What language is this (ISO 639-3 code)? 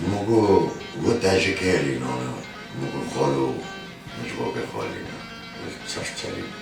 kur